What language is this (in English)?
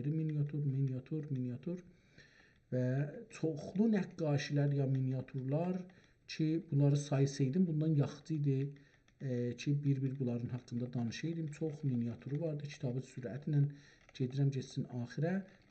South Azerbaijani